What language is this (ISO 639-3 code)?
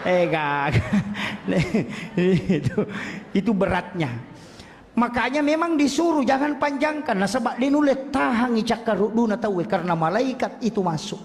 bug